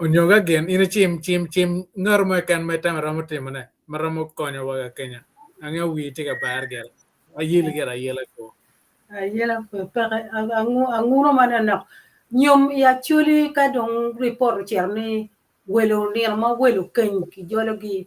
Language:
Acoli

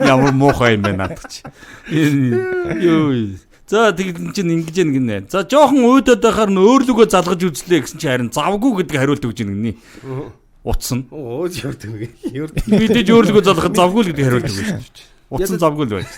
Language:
Mongolian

